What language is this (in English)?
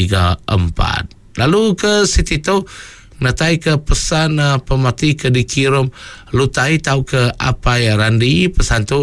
Iban